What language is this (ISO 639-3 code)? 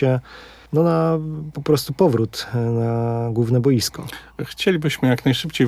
pol